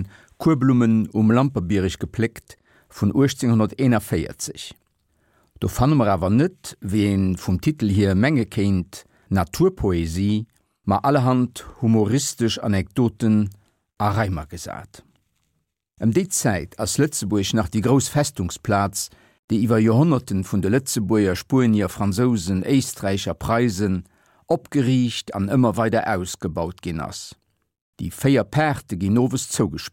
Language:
Luxembourgish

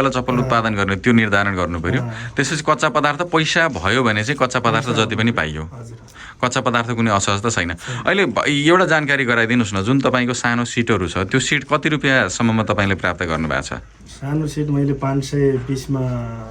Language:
Nepali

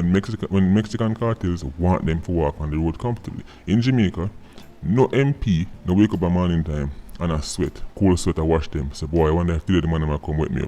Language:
Jamaican Creole English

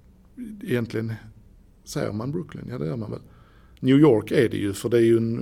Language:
Swedish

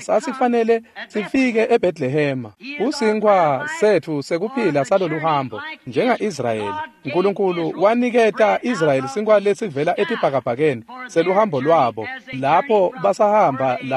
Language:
Swati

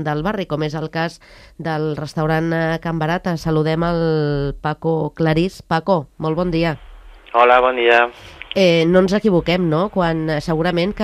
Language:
Catalan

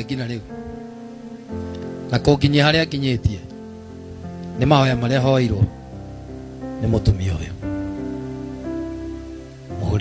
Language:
Kikuyu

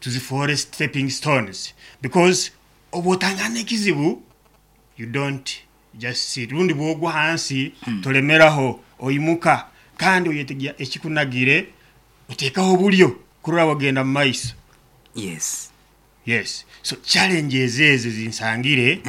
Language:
Nyankole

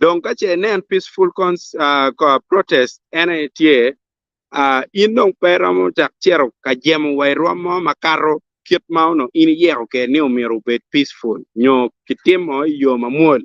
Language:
Acoli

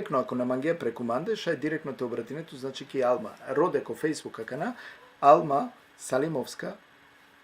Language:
Balkan Romani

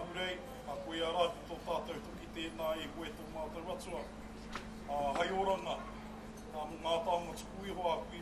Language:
Māori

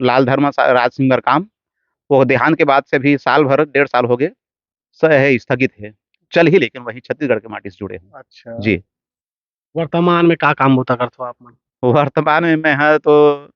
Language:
Chhattisgarhi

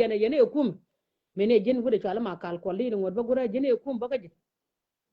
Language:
Nuer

